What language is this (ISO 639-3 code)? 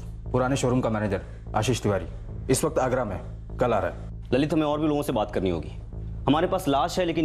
hin